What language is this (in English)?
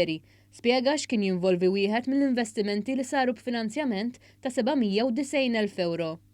Maltese